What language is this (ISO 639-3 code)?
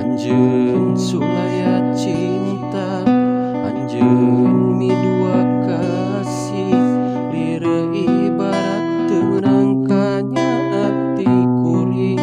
sun